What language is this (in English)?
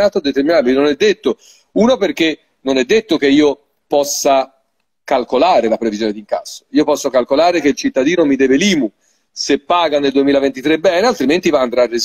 Italian